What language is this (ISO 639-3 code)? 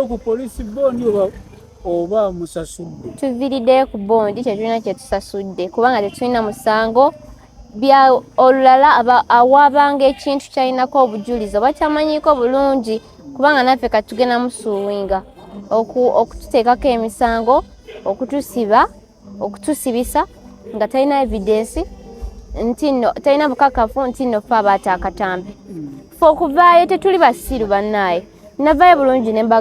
lug